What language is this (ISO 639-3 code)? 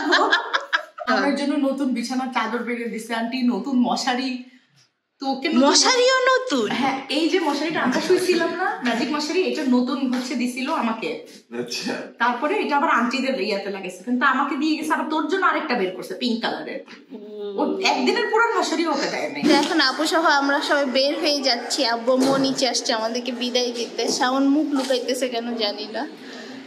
ben